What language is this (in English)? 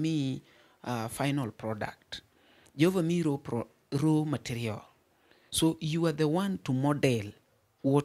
Luo (Kenya and Tanzania)